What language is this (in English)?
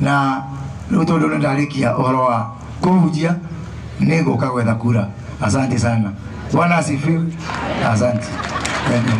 Kikuyu